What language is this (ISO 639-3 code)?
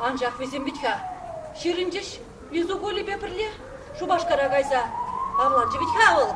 chv